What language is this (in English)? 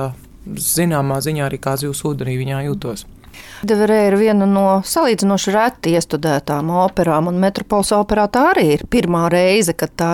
Latvian